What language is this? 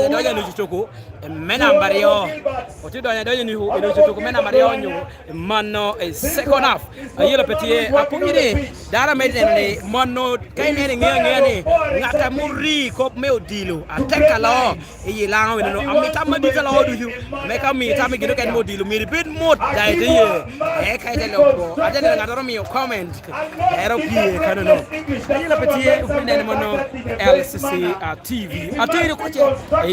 Lango (Uganda)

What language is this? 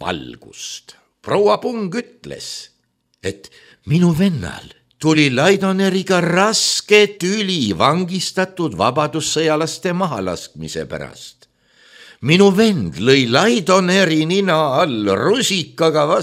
Estonian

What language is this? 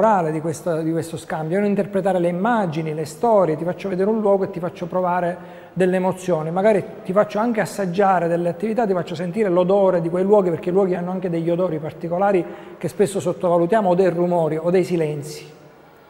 Italian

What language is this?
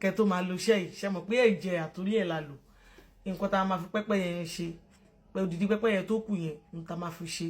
Yoruba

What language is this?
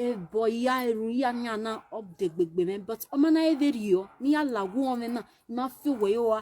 Nigerian Pidgin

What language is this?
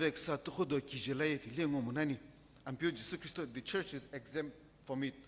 Sumi Naga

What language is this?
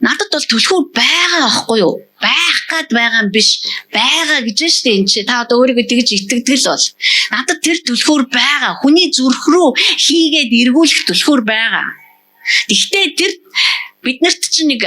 Mongolian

